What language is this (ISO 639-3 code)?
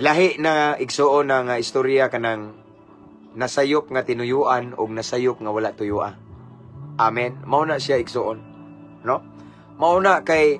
ceb